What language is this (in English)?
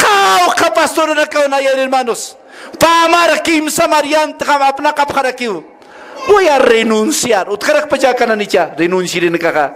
Aymara